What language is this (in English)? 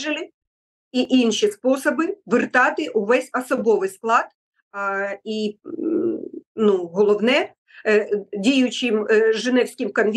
Ukrainian